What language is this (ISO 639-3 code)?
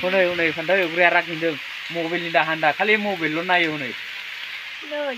brx